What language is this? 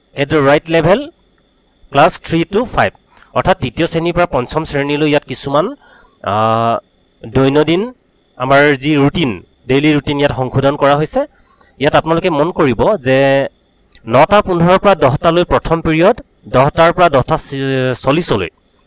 Assamese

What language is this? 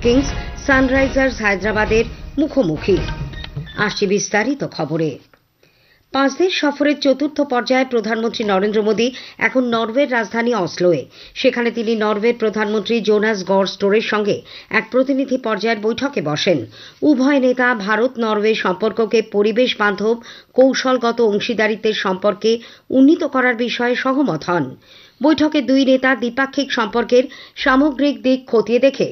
Bangla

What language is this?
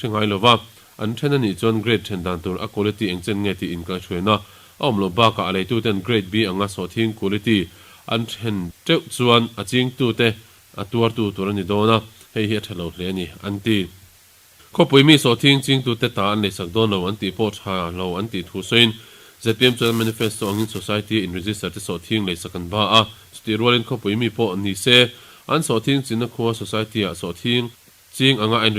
Mizo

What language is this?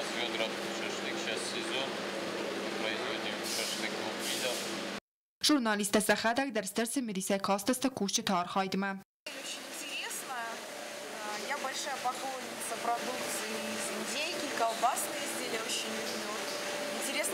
Ossetic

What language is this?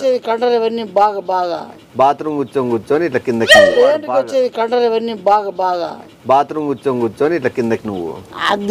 Telugu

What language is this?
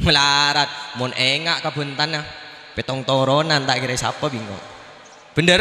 Madurese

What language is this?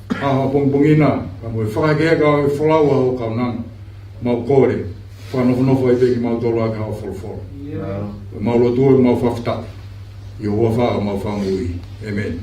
Tongan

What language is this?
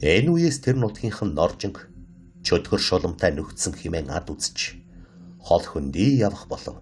Mongolian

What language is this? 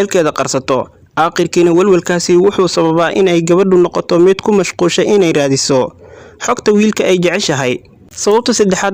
Somali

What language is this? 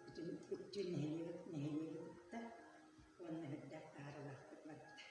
Yakut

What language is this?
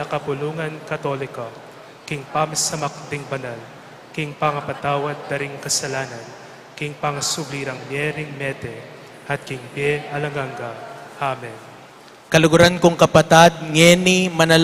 Pampanga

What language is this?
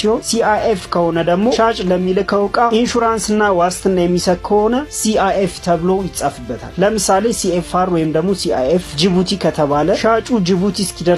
Amharic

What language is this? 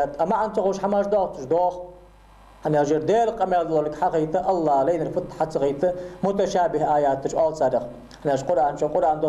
Ingush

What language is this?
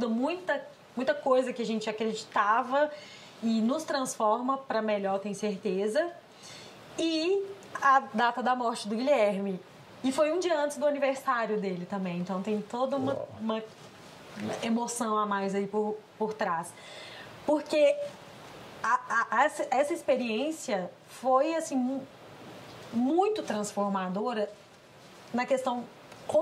Portuguese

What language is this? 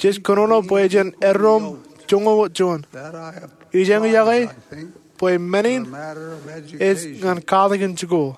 Marshallese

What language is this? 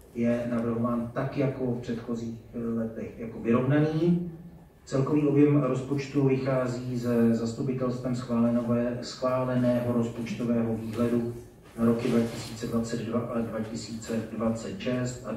Czech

